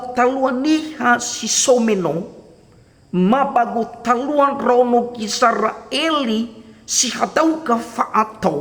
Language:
Nias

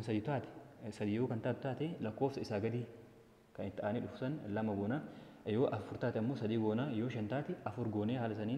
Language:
Oromo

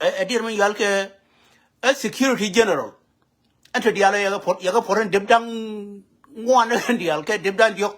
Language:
Nuer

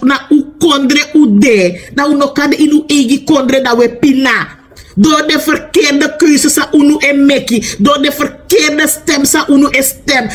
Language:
Sranan Tongo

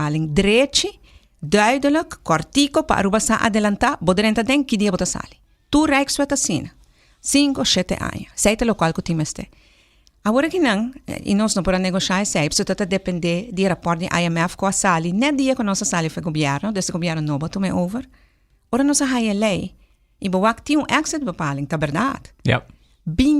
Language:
Papiamento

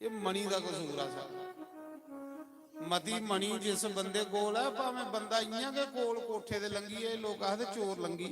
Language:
Dogri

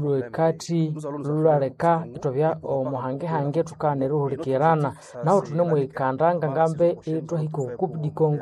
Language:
Nande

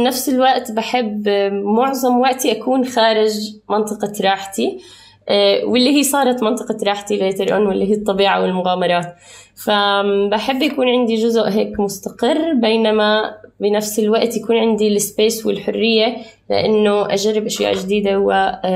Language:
North Levantine Arabic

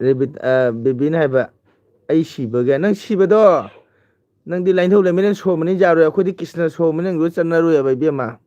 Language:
Manipuri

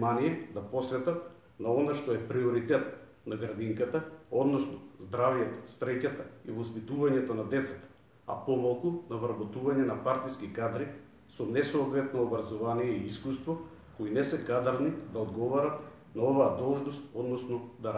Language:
Macedonian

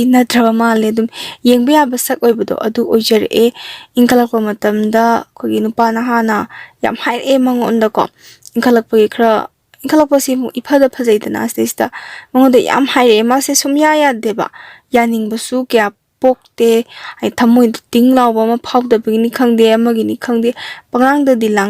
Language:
Manipuri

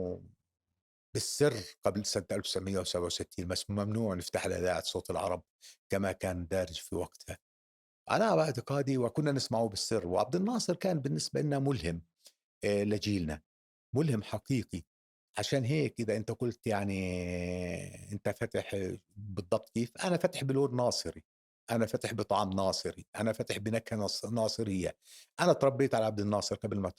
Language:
North Levantine Arabic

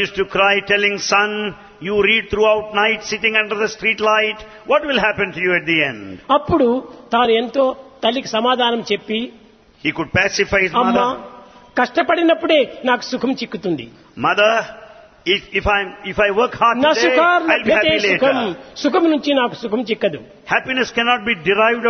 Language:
Telugu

